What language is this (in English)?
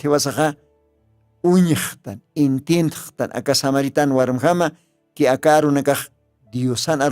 Aymara